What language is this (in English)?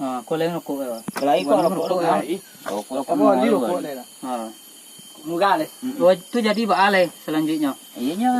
Minangkabau